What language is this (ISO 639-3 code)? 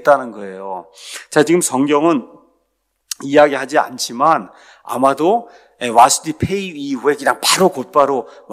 kor